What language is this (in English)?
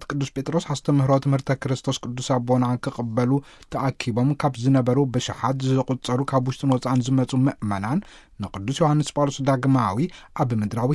Tigrinya